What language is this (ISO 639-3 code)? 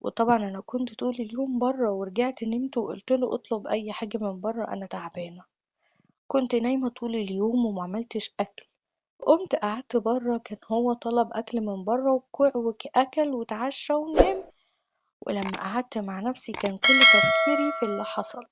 arz